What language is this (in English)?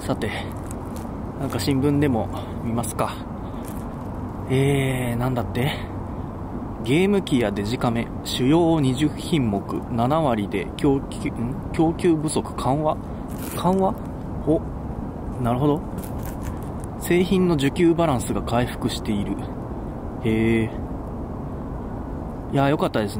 Japanese